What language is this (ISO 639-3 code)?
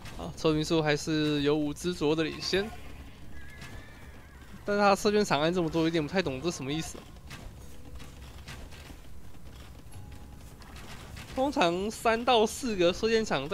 zho